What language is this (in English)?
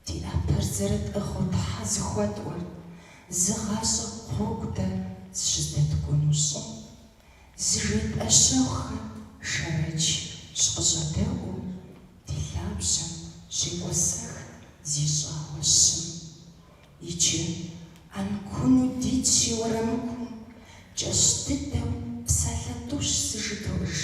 Kabardian